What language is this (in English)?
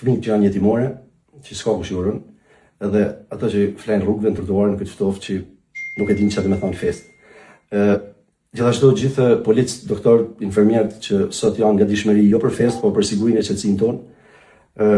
Albanian